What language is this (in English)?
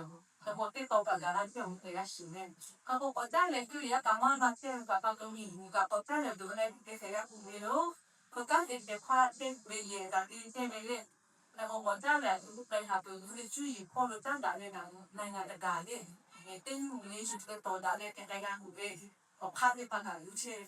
Lahu